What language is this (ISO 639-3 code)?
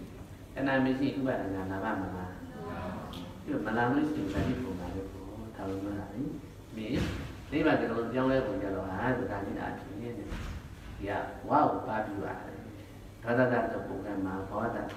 mya